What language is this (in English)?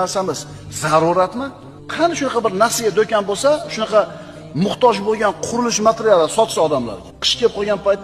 Uzbek